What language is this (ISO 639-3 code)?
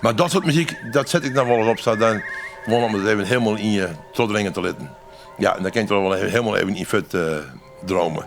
fry